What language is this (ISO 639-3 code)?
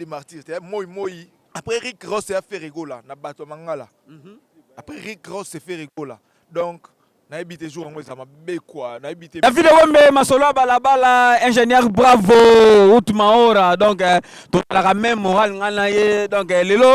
lin